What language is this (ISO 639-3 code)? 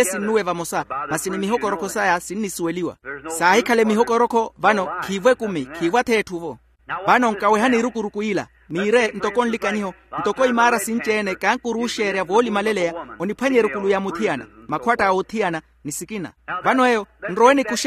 vmw